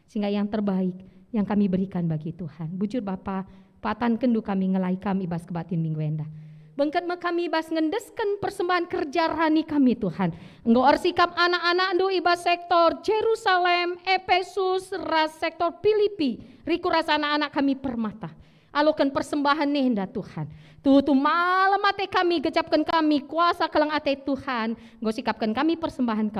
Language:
Batak Karo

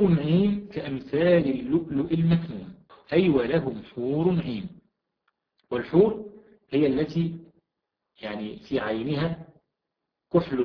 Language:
Arabic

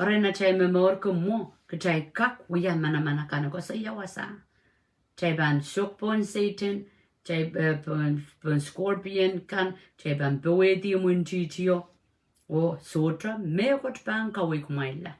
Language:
Pohnpeian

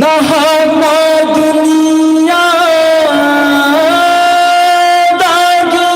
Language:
Manipuri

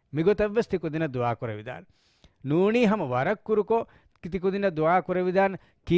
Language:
Divehi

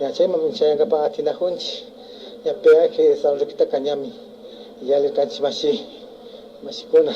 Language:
Imbabura Highland Quichua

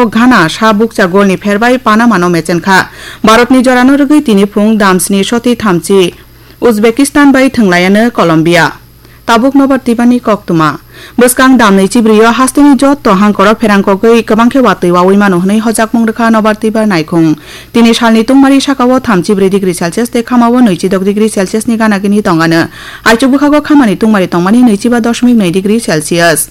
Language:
Kok Borok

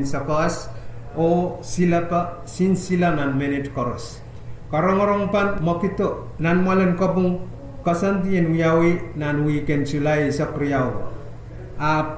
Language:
Pohnpeian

